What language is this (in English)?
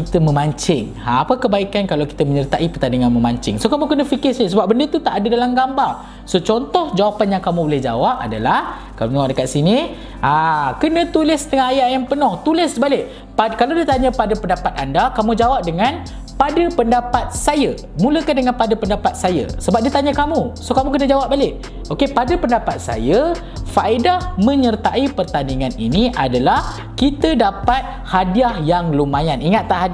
Malay